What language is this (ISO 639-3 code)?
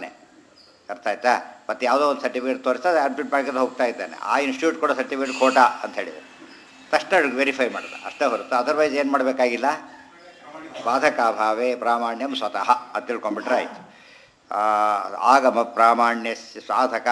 kan